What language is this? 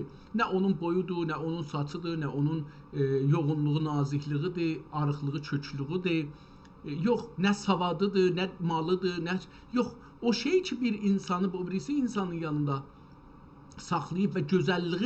South Azerbaijani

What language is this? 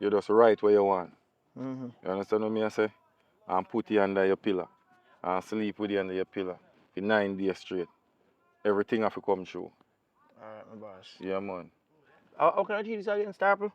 Jamaican Creole English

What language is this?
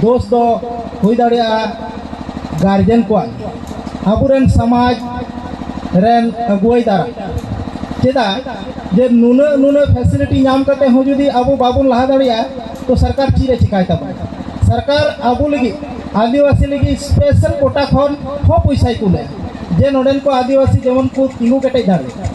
Santali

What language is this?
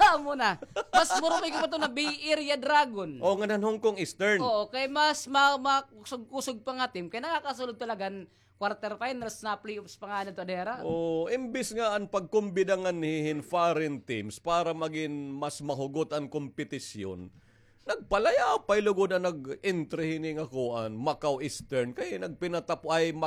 Waray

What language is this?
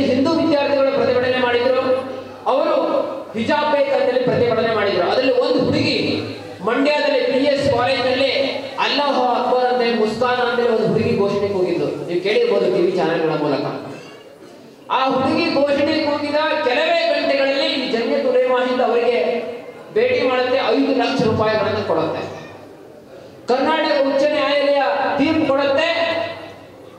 Kannada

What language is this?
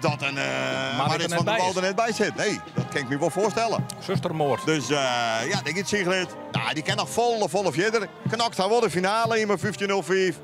Western Frisian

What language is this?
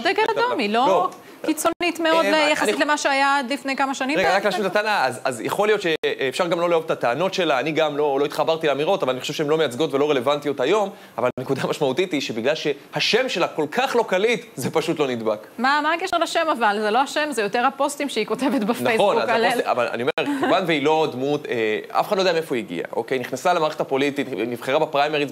Hebrew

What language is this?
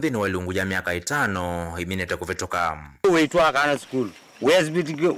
Kamba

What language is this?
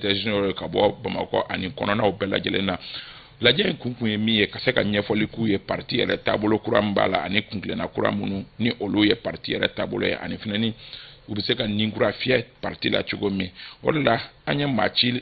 Bambara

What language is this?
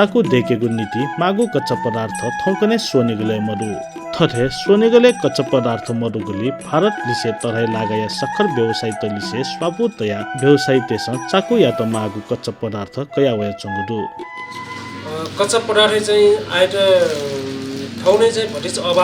Newari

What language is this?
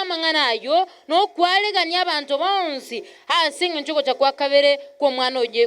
Gusii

